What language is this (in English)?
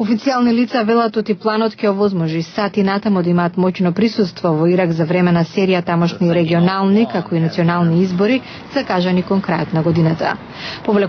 Macedonian